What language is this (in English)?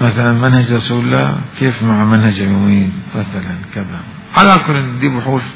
Mesopotamian Arabic